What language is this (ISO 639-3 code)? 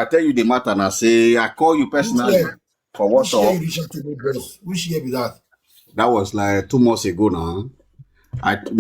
pcm